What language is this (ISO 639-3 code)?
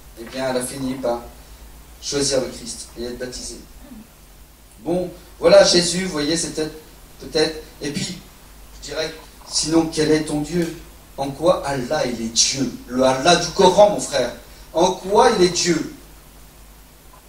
fra